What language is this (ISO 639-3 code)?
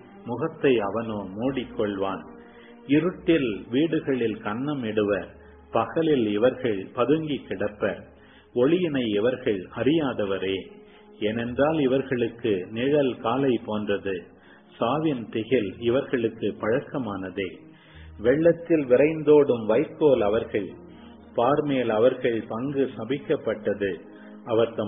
tam